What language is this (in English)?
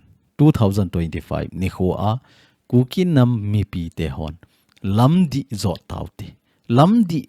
Thado Chin